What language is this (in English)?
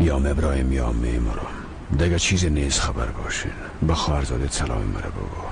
Persian